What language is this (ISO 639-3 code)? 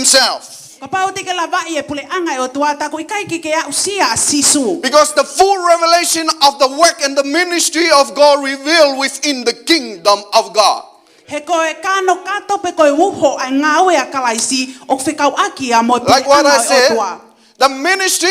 ton